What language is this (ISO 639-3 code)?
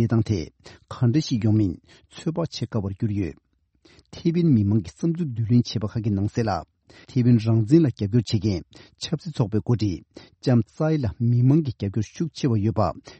bod